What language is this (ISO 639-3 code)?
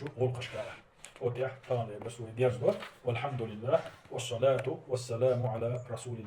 che